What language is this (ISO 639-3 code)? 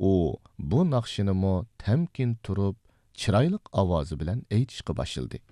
uig